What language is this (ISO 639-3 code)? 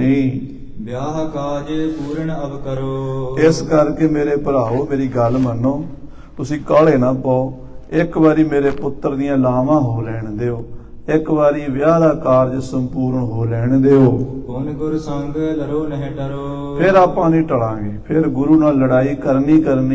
pan